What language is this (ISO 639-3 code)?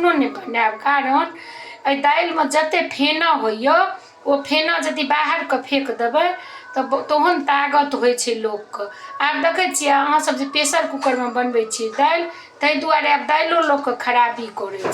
mai